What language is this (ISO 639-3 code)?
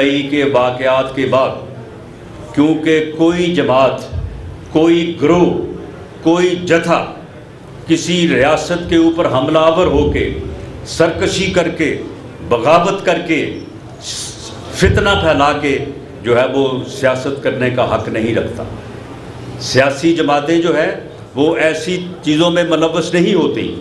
urd